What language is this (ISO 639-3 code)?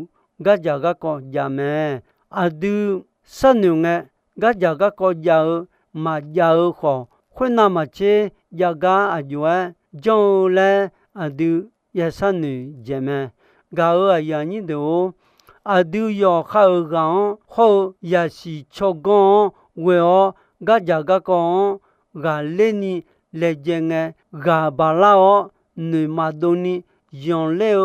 ahk